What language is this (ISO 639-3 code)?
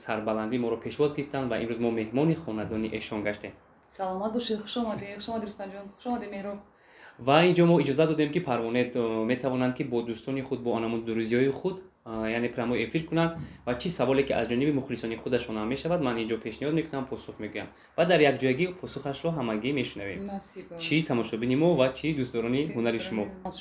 tgk